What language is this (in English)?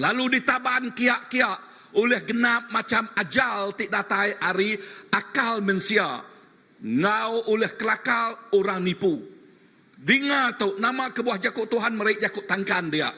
Iban